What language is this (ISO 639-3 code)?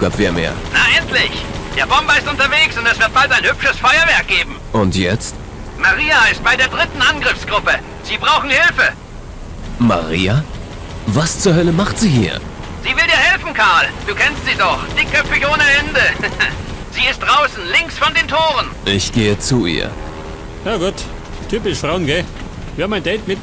bar